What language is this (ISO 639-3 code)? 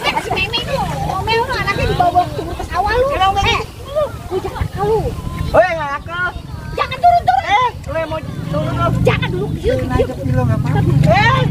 bew